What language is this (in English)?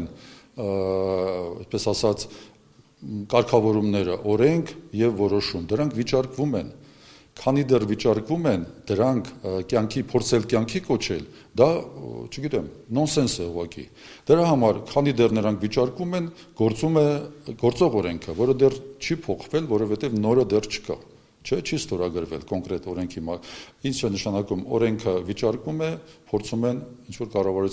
Armenian